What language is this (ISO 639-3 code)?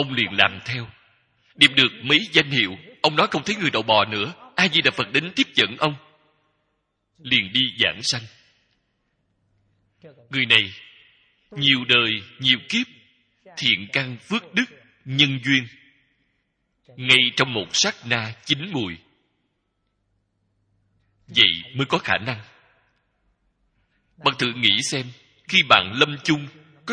vie